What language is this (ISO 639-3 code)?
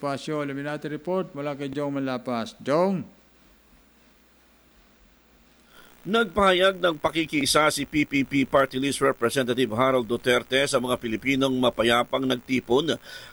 fil